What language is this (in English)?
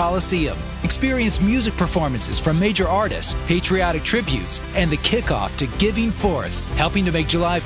English